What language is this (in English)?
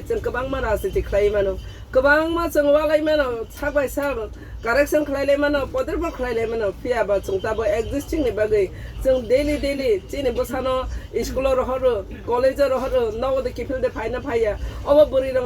Kok Borok